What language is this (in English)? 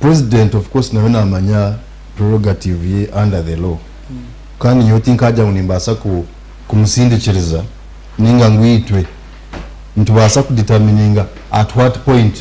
Nyankole